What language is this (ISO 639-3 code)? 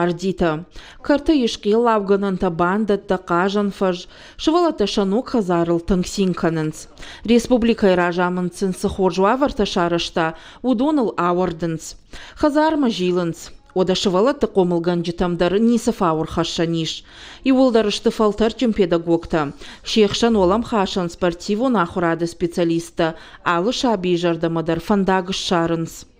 oss